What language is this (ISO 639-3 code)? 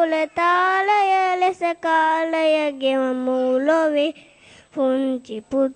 sin